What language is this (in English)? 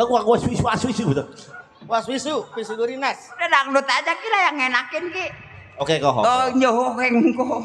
Betawi